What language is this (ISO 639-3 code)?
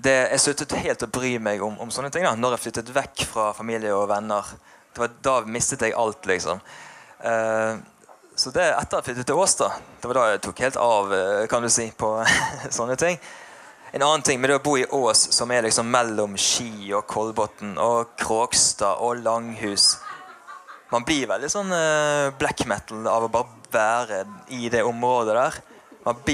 nor